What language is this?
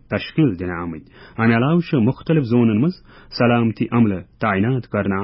Kashmiri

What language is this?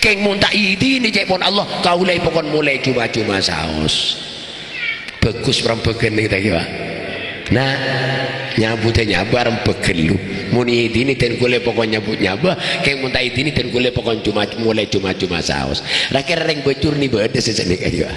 Madurese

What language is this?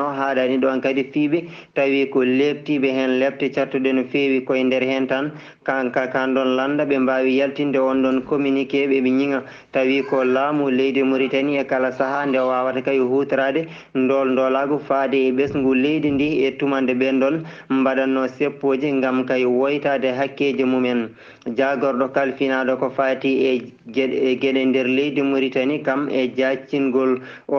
Fula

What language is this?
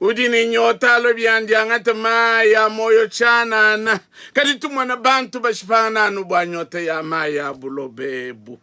Luba-Lulua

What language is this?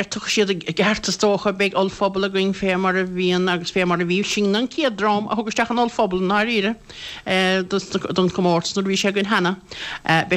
Irish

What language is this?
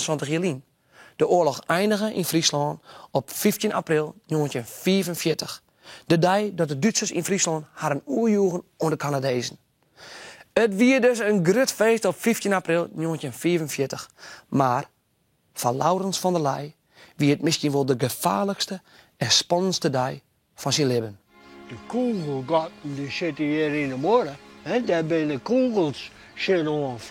Western Frisian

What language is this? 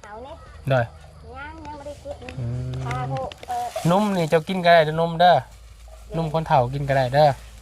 Lao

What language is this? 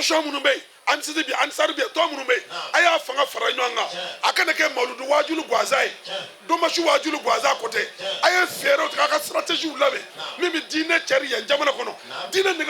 Bambara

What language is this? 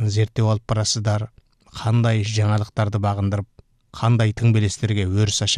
Kazakh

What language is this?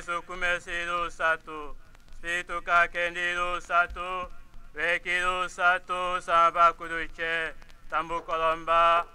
Tetela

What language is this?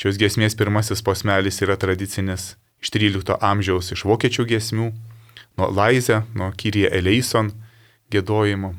Lithuanian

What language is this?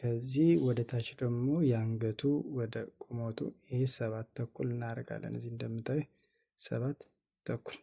Amharic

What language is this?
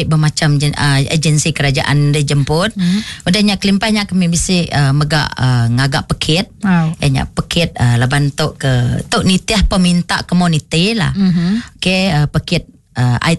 Iban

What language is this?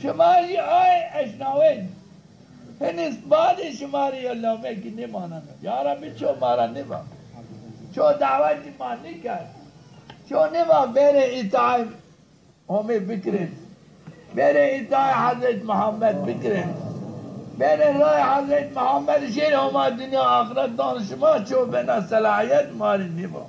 Zaza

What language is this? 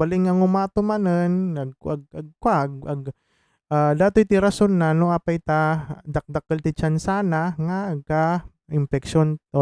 Iloko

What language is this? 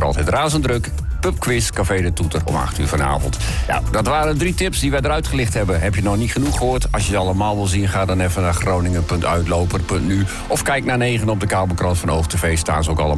Dutch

